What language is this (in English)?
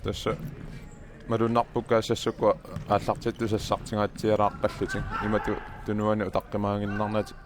Kalaallisut